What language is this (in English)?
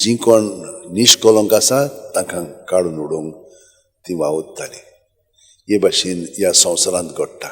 Konkani